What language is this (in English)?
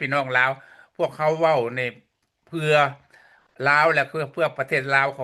Lao